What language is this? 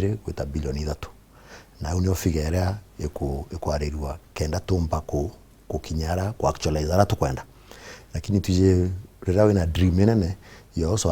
Meru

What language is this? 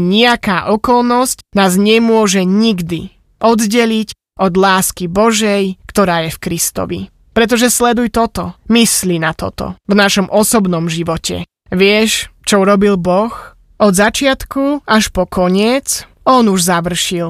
Slovak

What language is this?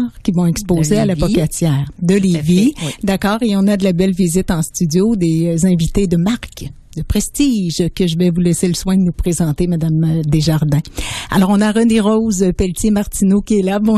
French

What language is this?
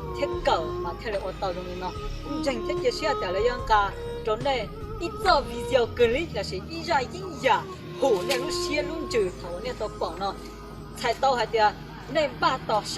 Hmong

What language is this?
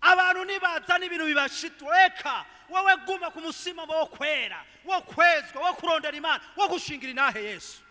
Rundi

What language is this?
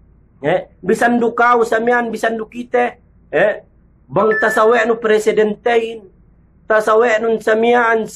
Yakan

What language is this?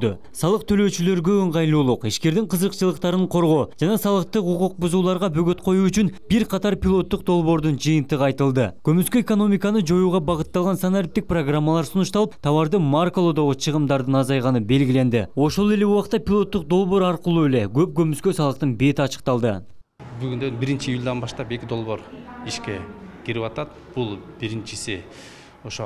Kyrgyz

